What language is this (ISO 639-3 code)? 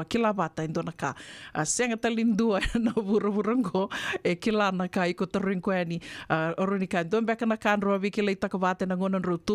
fij